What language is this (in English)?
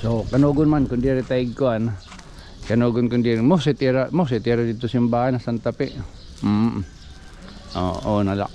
Waray